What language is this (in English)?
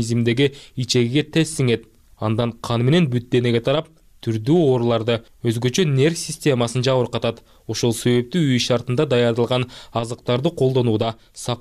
Kyrgyz